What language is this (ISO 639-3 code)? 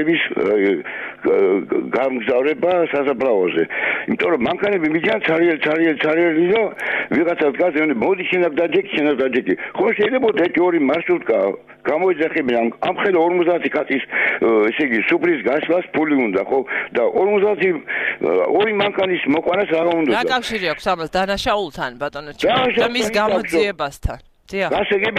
kat